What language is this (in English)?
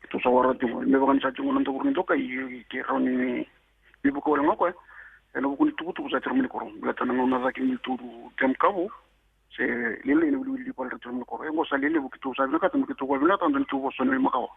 Fijian